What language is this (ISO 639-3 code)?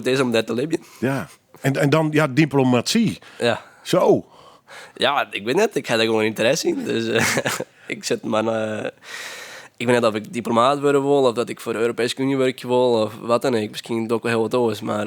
fry